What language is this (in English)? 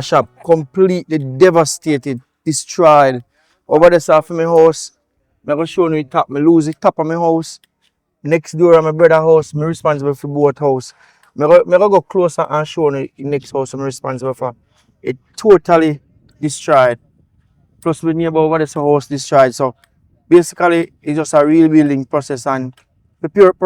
Jamaican Creole English